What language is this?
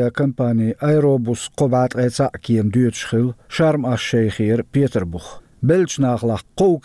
Chechen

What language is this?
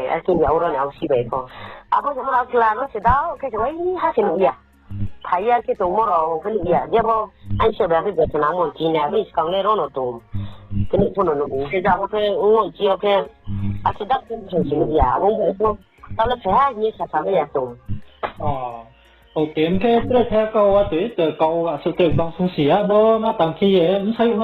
Riang (India)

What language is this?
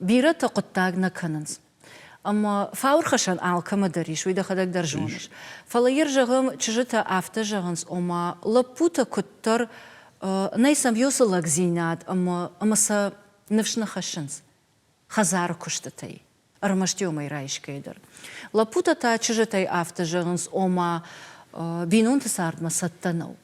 Ossetic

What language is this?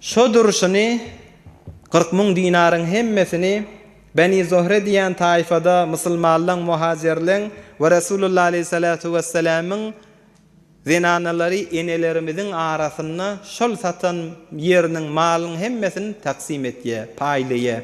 Turkmen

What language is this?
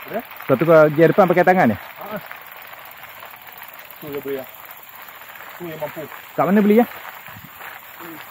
Malay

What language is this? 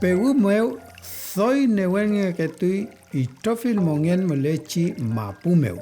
Mapuche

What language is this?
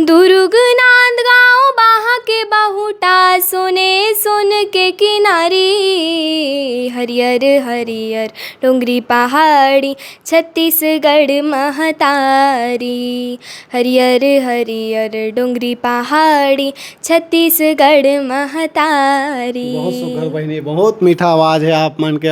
Chhattisgarhi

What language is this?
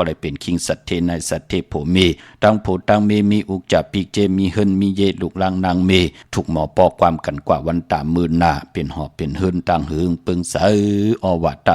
Shan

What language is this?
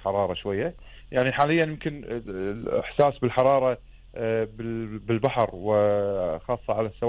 Gulf Arabic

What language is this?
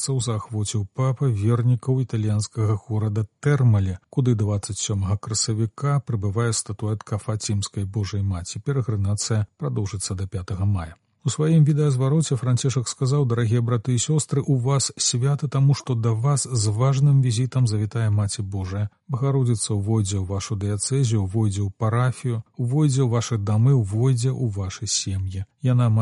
Belarusian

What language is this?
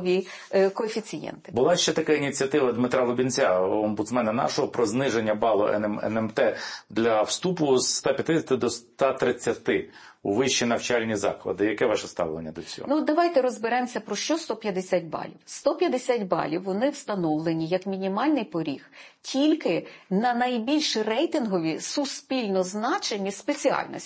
Ukrainian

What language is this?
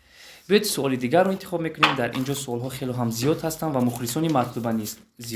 Tajik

